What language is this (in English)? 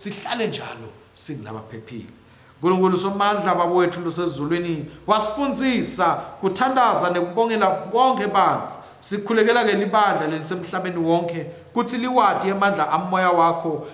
Swati